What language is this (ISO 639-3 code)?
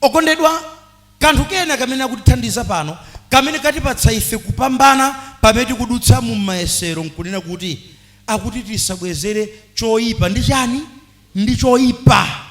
nya